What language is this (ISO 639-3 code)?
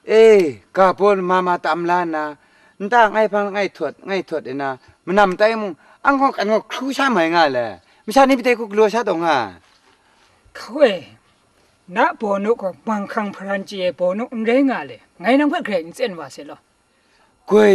kac